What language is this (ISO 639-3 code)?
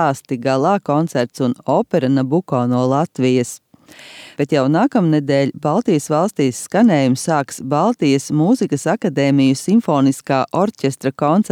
lav